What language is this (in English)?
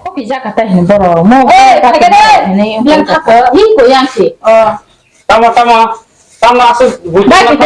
Kok Borok